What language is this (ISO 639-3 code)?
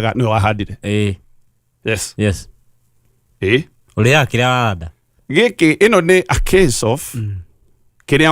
kik